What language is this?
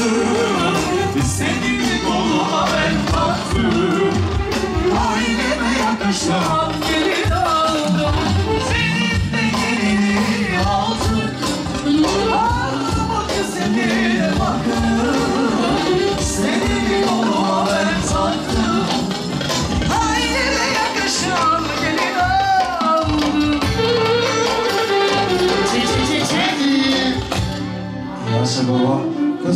Turkish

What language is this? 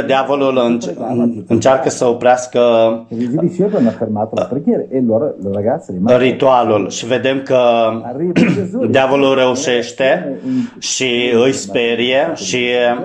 Romanian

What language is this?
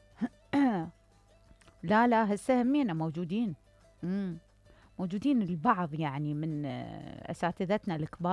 Mesopotamian Arabic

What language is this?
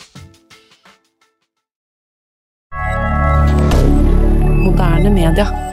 Norwegian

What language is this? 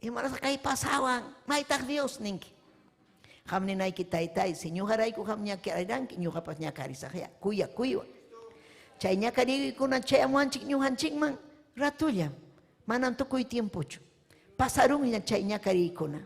Ayacucho Quechua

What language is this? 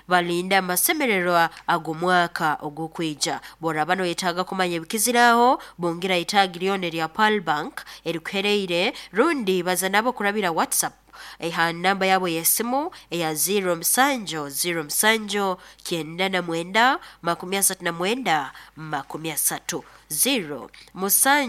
Nyoro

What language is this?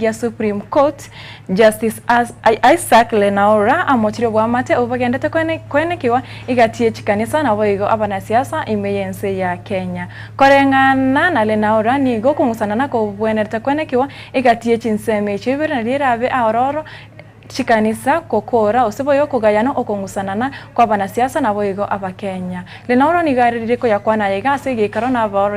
Gusii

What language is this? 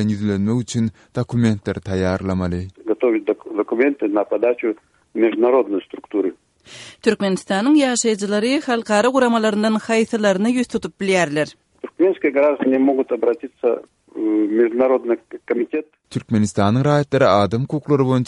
Kyrgyz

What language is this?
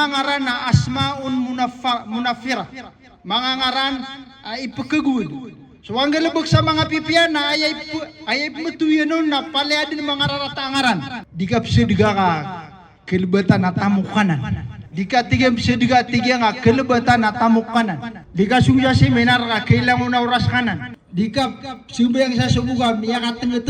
Maranao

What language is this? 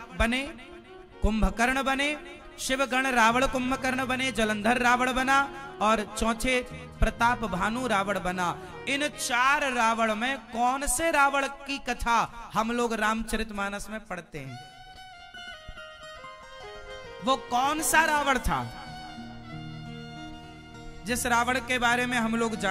Hindi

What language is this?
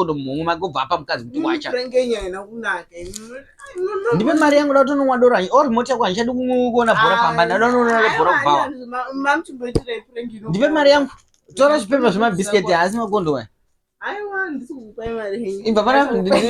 Shona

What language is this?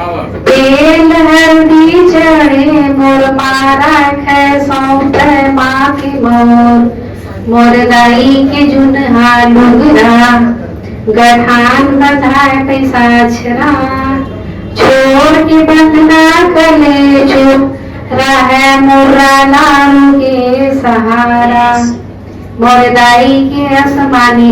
Chhattisgarhi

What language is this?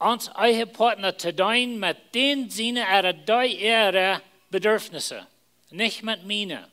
Plautdietsch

